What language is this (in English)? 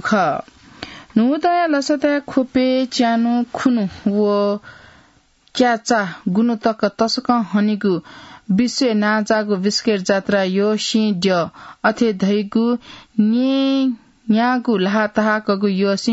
Newari